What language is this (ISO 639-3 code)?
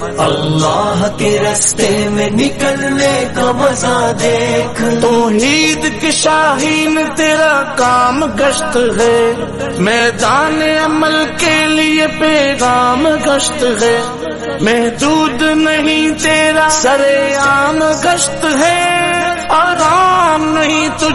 urd